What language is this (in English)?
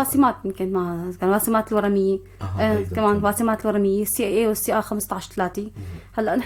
North Levantine Arabic